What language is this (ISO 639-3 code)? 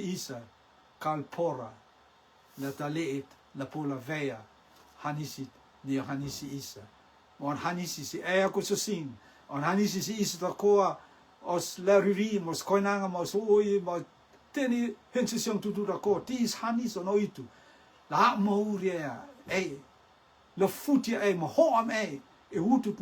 rtm